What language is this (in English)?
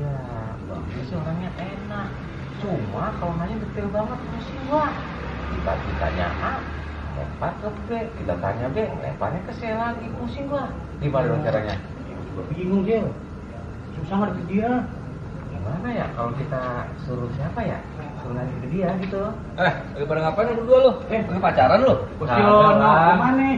Betawi